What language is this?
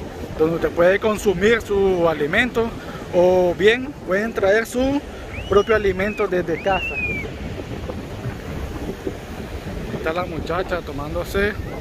Spanish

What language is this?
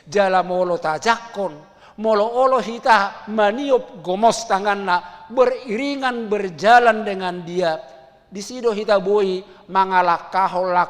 Batak Toba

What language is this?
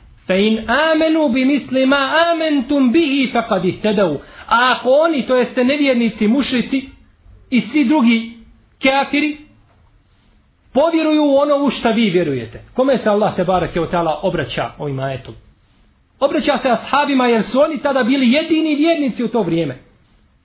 Bosnian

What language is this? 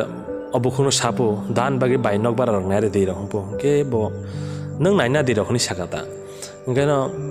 Kok Borok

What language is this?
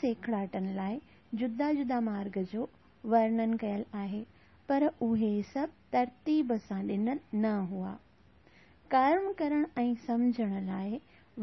Sindhi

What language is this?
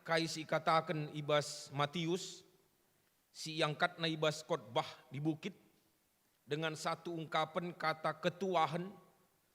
Batak Karo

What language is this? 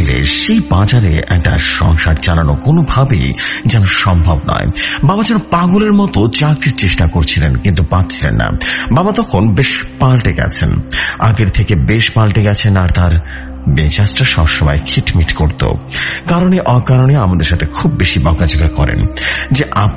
Bangla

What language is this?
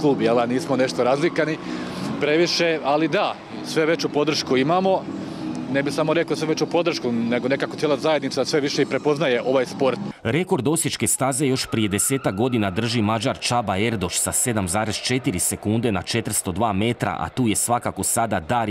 Croatian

